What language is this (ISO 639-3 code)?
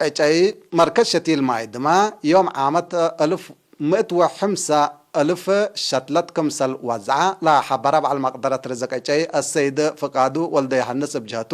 tig